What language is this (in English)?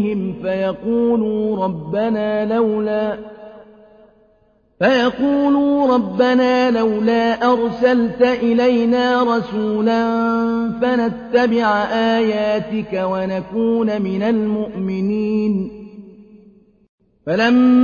Arabic